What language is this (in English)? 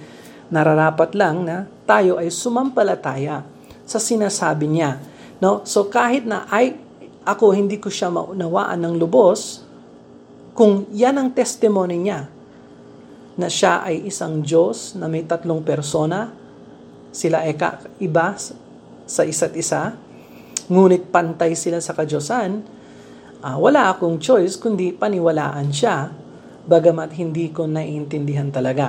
Filipino